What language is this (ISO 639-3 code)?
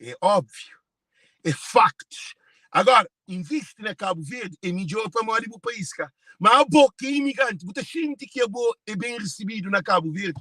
kea